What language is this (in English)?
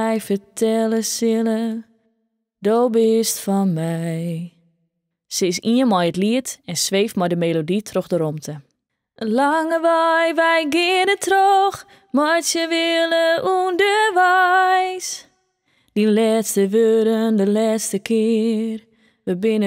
Western Frisian